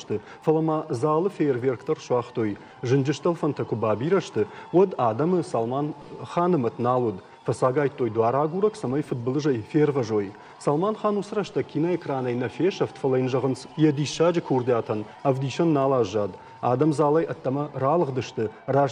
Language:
Ossetic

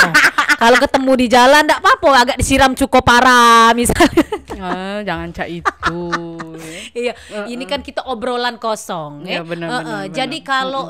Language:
Musi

